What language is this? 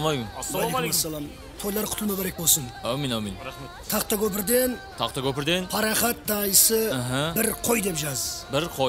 Kara-Kalpak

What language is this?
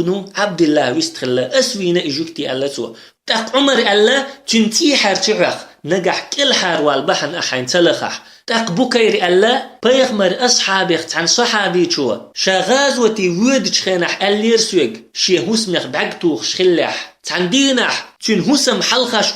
Chechen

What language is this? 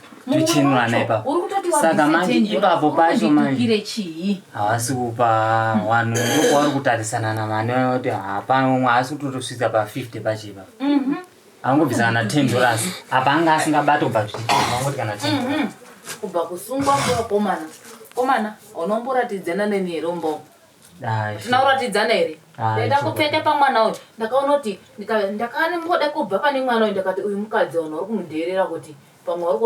Shona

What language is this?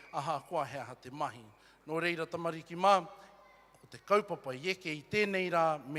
Māori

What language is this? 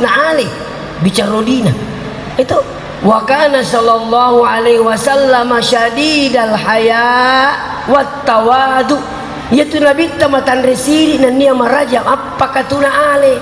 Buginese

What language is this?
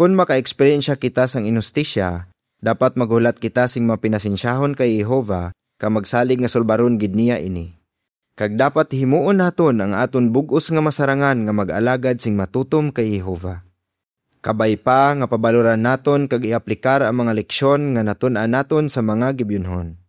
Hiligaynon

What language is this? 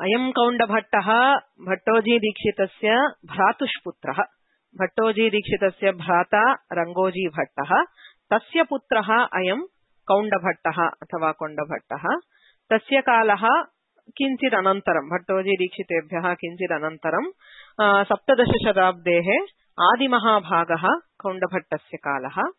Sanskrit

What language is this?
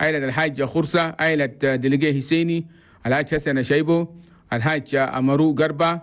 Chadian Arabic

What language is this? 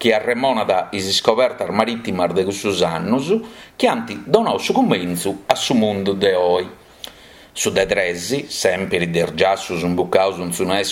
Sardinian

